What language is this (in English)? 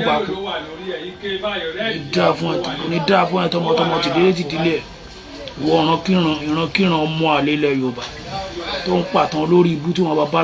Yoruba